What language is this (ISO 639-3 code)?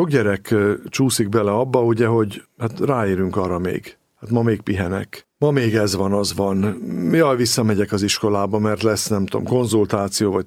hun